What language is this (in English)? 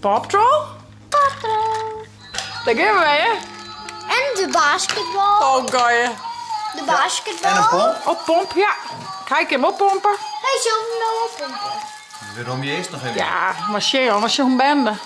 Western Frisian